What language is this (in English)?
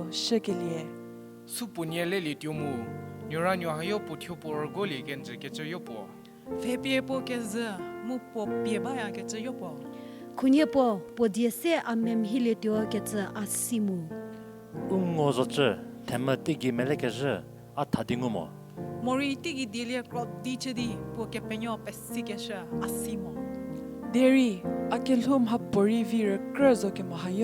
Angami Naga